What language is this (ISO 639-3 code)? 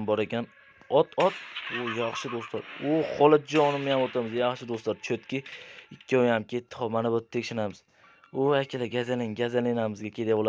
uzb